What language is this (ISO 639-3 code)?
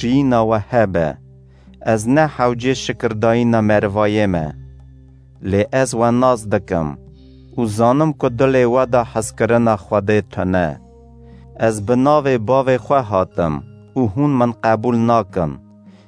kur